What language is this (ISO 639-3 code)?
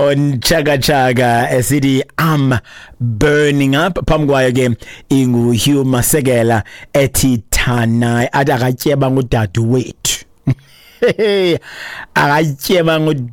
xho